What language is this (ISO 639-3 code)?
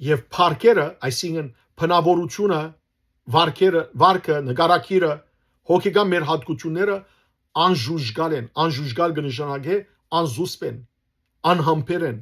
hyw